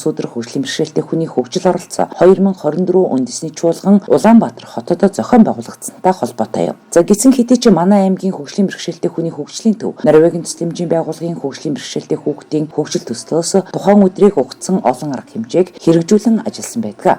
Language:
Mongolian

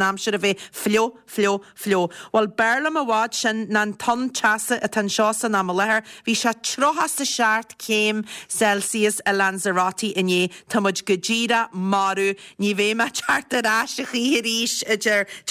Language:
Irish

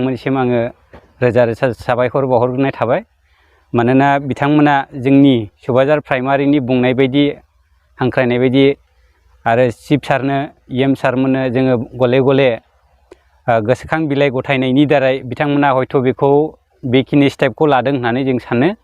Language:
Bodo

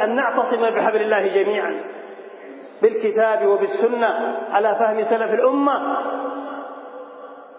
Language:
Arabic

